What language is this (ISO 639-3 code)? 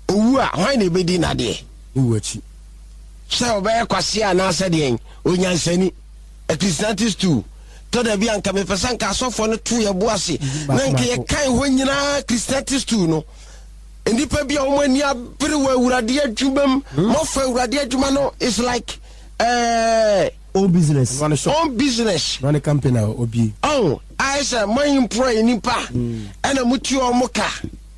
aka